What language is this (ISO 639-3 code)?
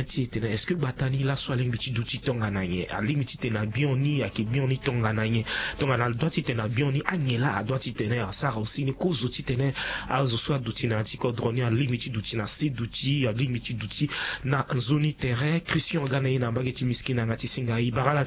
sag